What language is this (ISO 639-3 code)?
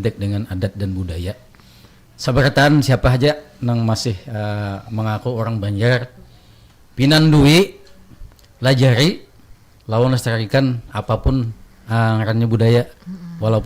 bjn